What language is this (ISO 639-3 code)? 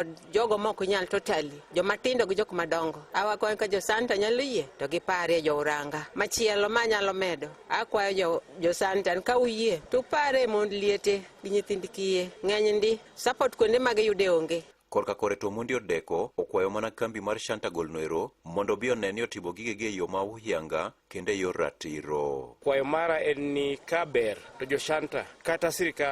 luo